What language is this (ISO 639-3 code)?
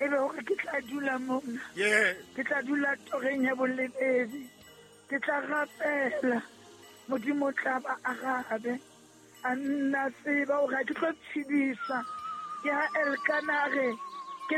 sot